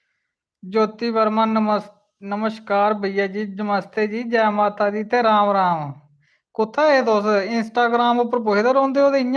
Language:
Dogri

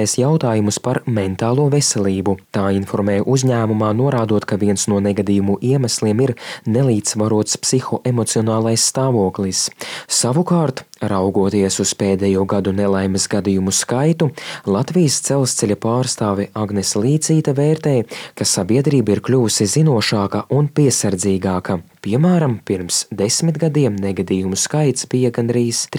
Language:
Latvian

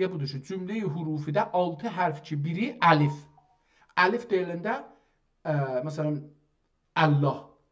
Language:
South Azerbaijani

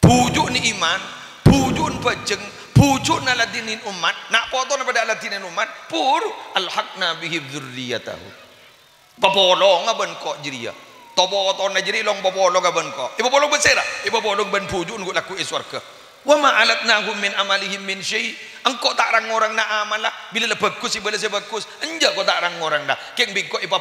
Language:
Madurese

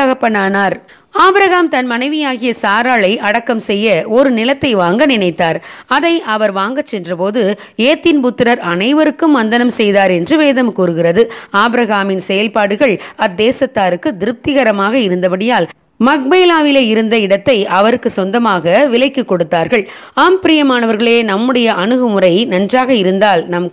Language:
Tamil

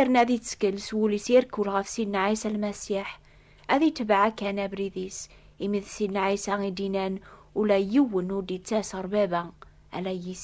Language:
Kabyle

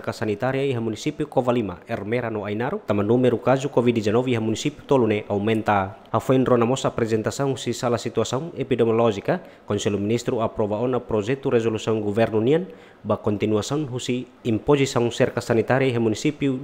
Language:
Tetum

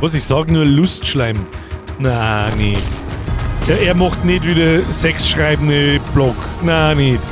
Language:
Bavarian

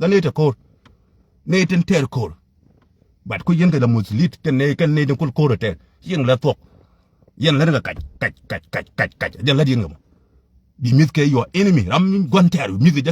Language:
Nuer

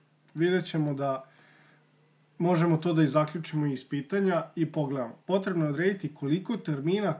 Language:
Serbian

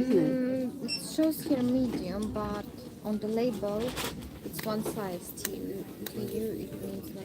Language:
Algerian Arabic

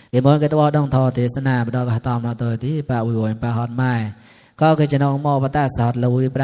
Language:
Mon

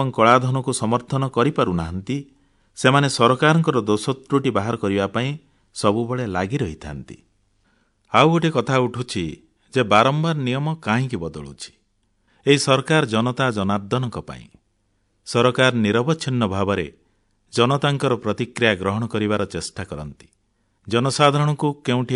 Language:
Odia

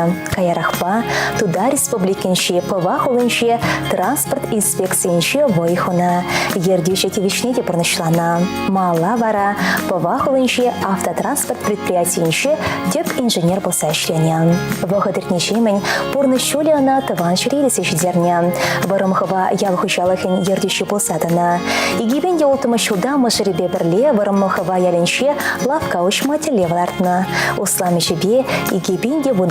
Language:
Chuvash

